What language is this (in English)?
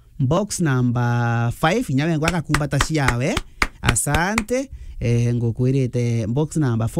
Meru